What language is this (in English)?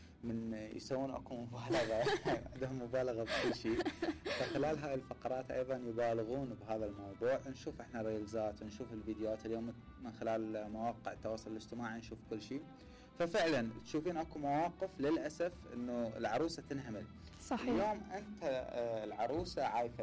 Mesopotamian Arabic